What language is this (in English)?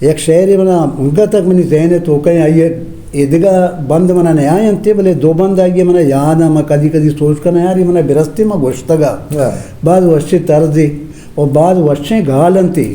Eastern Balochi